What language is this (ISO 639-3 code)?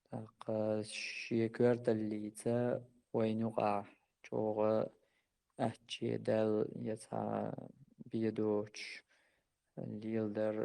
che